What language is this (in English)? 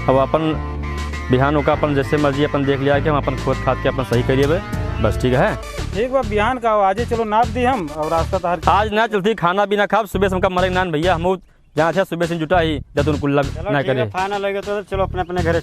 Awadhi